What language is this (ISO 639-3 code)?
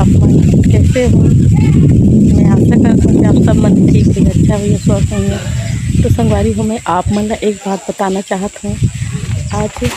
hne